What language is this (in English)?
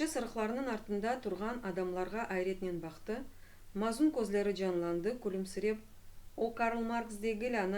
Crimean Tatar